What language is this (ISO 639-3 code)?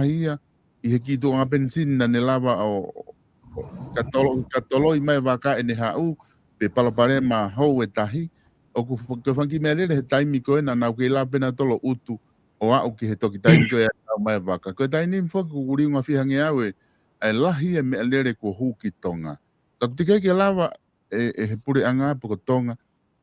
ton